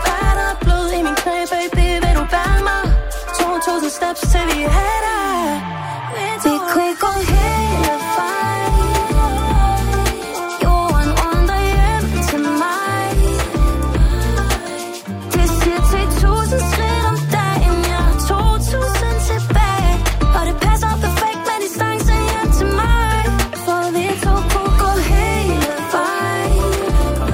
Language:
Danish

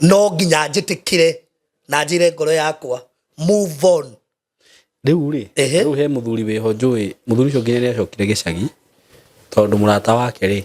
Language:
Kikuyu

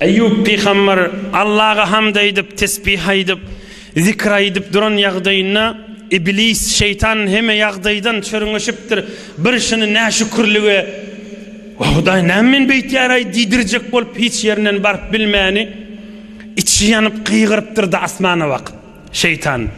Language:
Turkmen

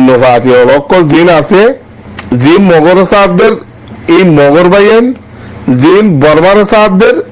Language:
Rohingya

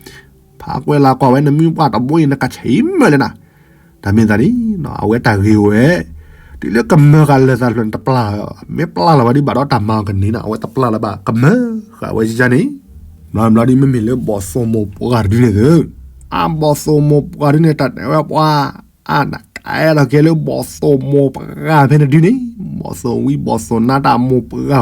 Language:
S'gaw Karen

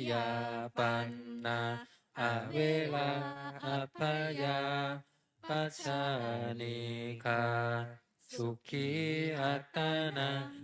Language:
Pali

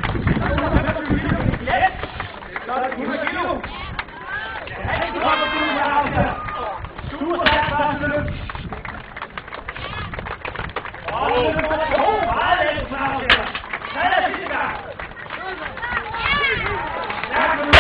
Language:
Danish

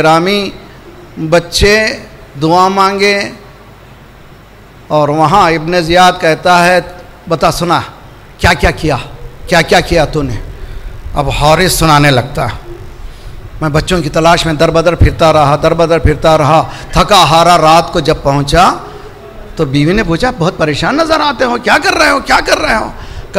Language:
Urdu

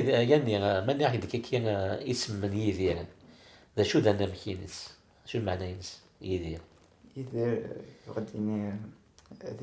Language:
Kabyle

